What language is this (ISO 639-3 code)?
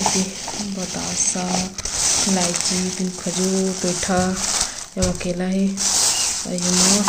hne